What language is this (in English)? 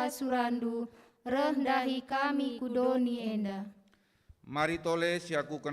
Batak Karo